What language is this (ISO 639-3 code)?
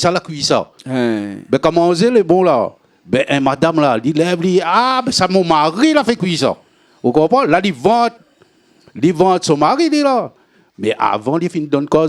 rcf